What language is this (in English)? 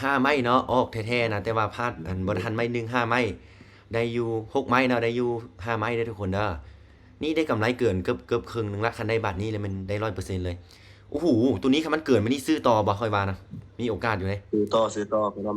Lao